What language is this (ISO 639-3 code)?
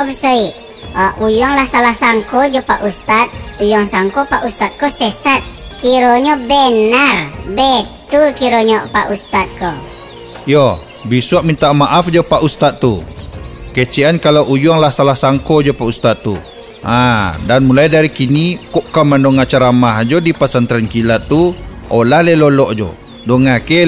min